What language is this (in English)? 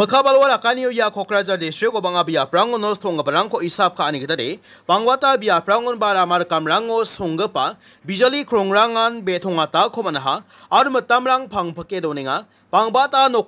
Garo